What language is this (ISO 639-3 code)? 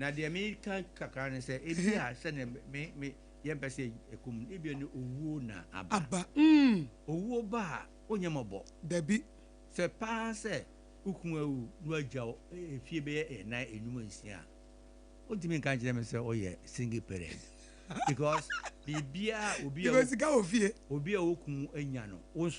aka